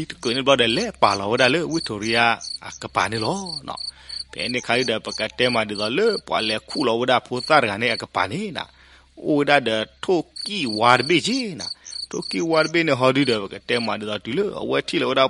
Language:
S'gaw Karen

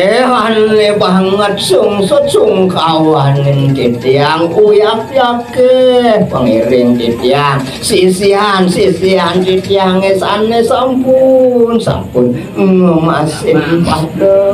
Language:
Balinese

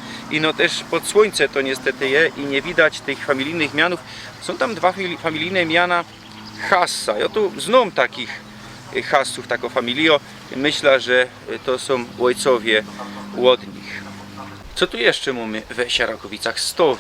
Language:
Silesian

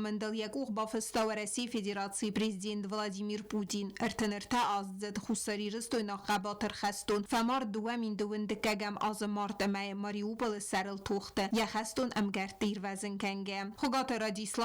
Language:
Ossetic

